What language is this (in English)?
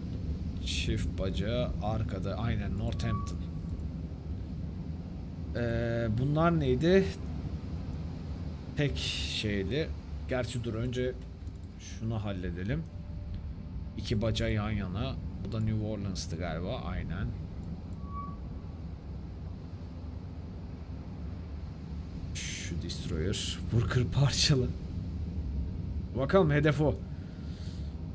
Turkish